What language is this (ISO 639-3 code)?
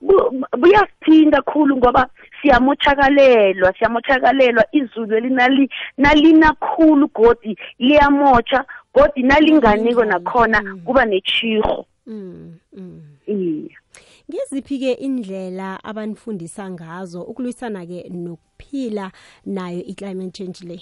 nbl